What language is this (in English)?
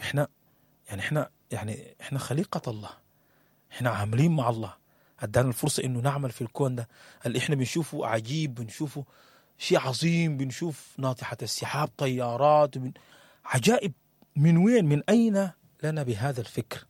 Sudanese Arabic